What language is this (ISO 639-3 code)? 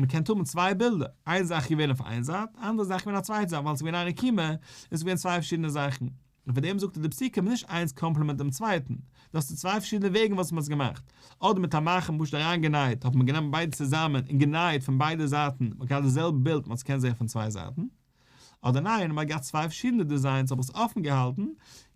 yid